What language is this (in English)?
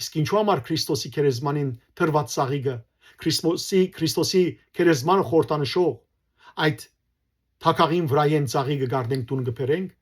Western Armenian